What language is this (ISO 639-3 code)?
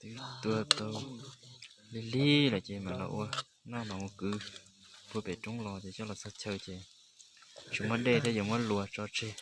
hmn